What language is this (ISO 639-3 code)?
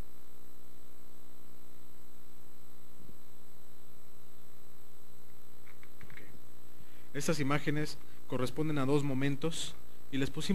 spa